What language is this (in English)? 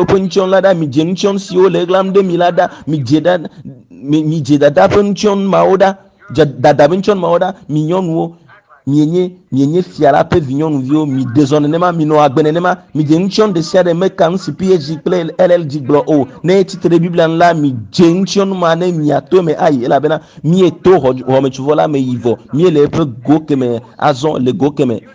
Ewe